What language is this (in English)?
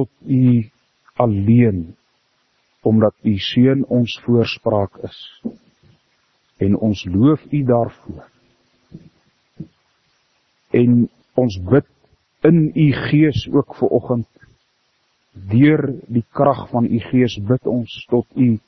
Afrikaans